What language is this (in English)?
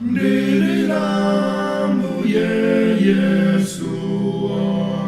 Nyanja